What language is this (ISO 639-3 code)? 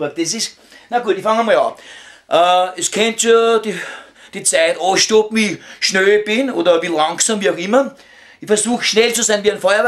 bar